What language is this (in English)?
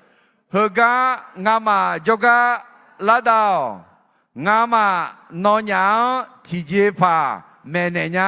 Akha